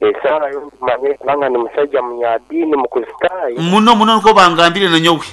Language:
Nyoro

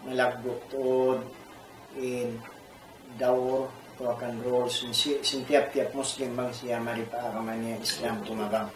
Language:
Tausug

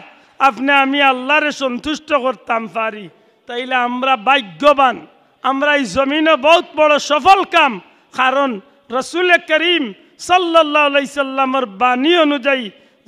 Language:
Sylheti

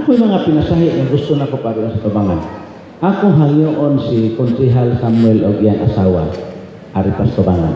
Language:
Cebuano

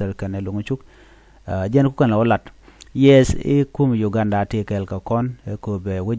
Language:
Nuer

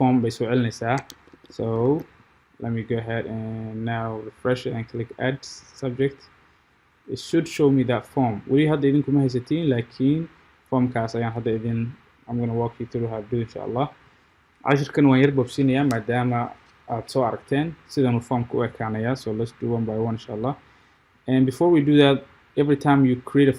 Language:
Somali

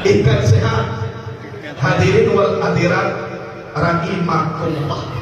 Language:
Minangkabau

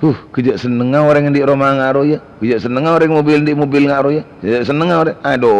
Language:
Madurese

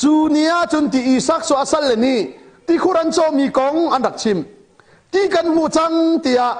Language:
Hakha Chin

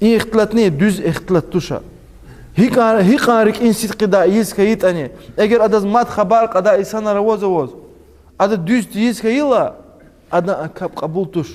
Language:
Lezghian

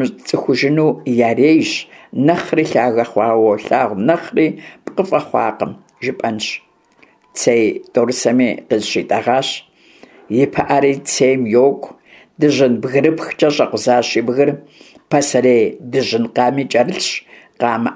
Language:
Kabardian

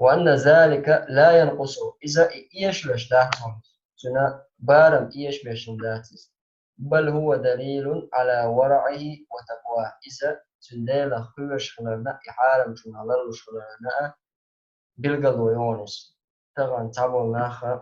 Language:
Chechen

